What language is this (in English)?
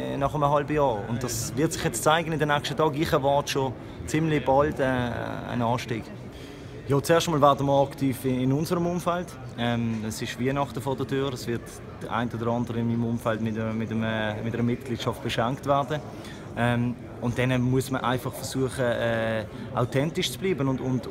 Swiss German